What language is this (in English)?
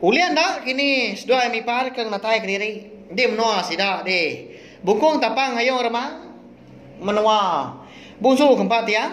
Iban